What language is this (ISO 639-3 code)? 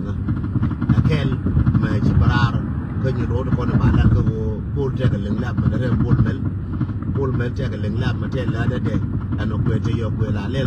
nus